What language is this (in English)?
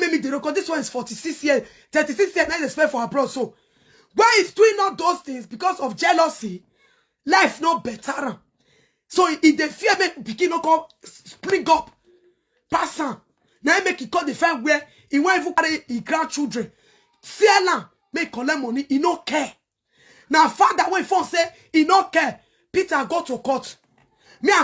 Nigerian Pidgin